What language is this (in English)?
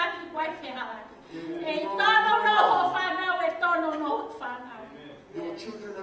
Tongan